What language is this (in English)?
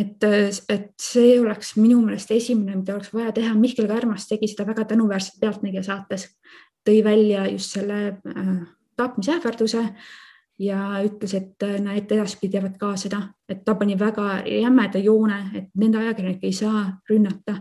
Estonian